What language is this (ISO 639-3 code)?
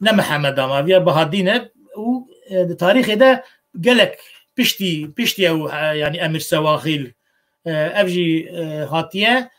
kur